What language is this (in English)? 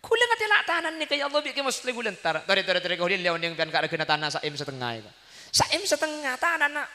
Madurese